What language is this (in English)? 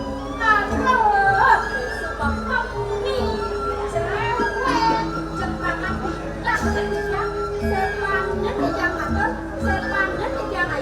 Balinese